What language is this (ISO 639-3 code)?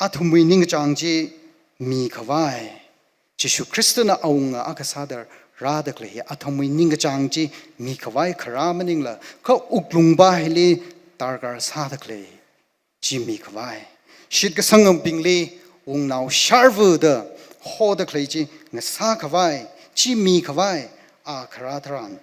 nmf